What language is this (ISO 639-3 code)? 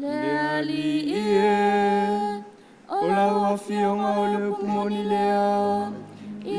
smo